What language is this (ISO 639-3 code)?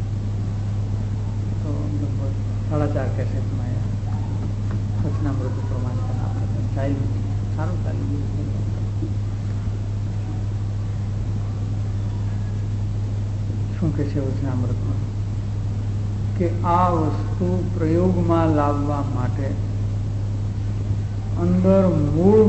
guj